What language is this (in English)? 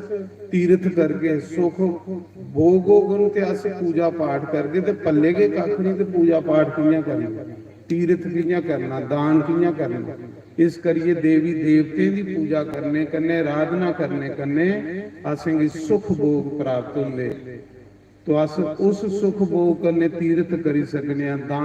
Dogri